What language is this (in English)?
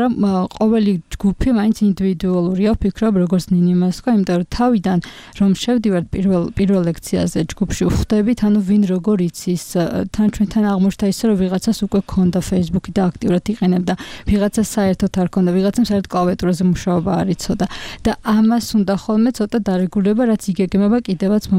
Georgian